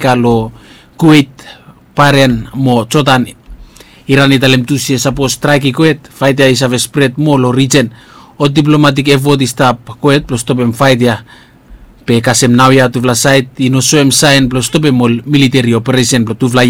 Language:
Bislama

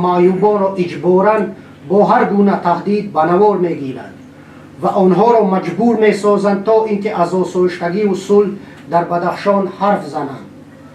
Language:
Tajik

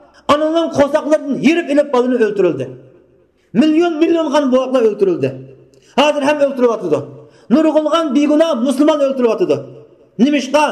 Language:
Uyghur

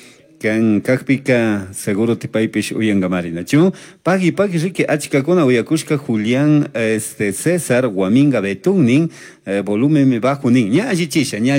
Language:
Chimborazo Highland Quichua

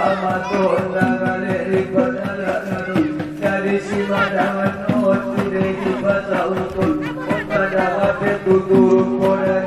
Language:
Batak Angkola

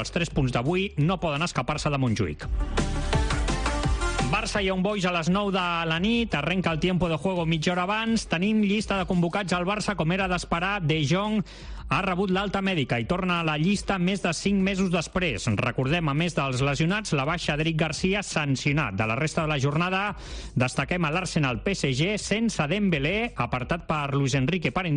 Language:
Catalan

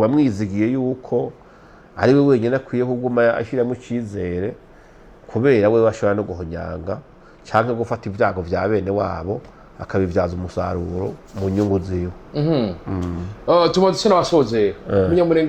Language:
Rundi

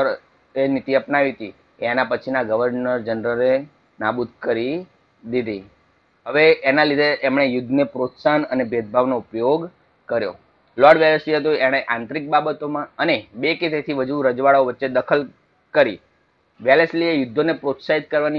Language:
Gujarati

